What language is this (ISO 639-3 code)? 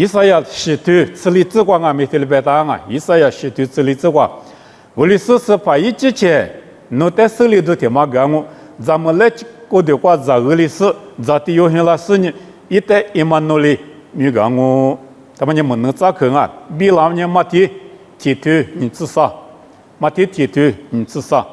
lis